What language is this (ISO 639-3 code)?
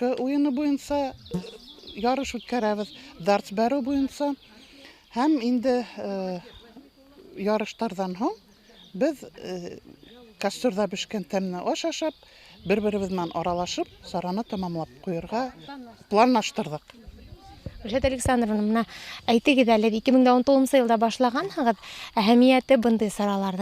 bak